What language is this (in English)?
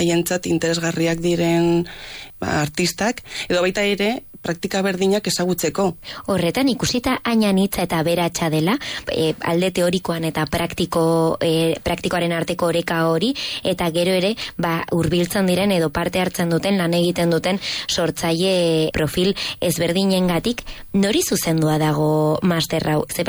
Basque